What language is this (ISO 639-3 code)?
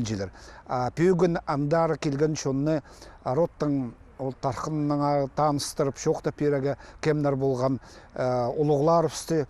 kjh